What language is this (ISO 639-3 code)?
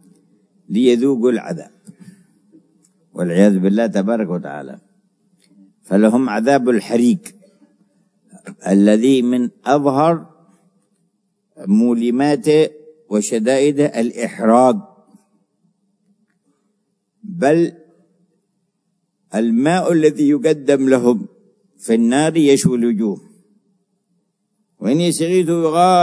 ara